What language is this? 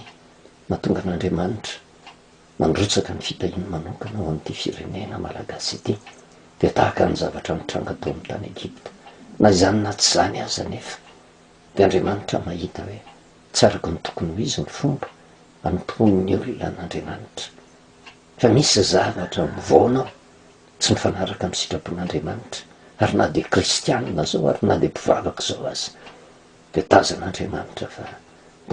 Malagasy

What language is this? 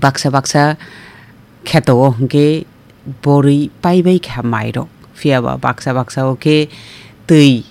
Kok Borok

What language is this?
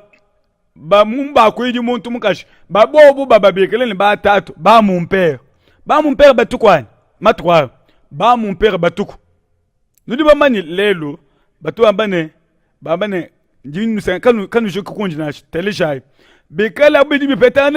Luba-Lulua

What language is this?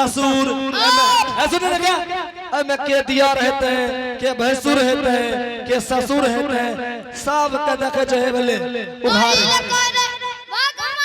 Angika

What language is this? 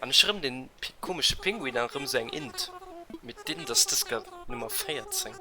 Luxembourgish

